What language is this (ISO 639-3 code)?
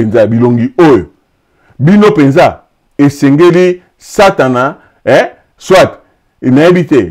lin